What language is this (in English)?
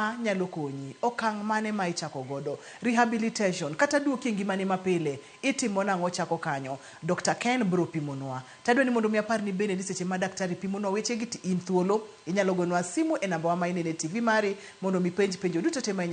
Luo (Kenya and Tanzania)